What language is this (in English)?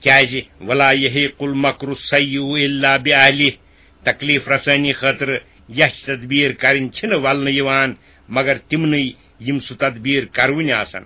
Kashmiri